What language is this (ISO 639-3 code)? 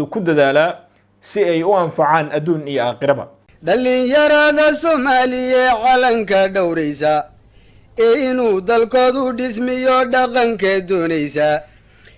som